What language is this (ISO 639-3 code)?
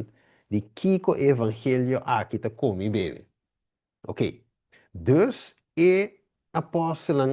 pap